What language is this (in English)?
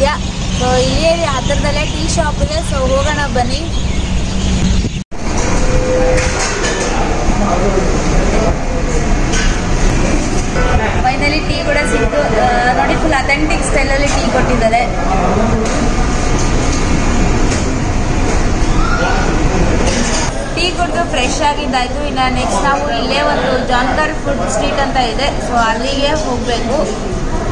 Kannada